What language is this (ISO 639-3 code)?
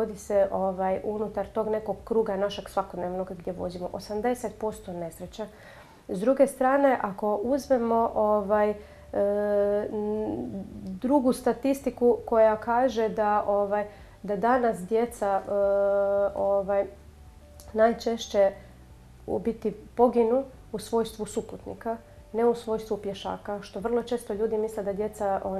hrv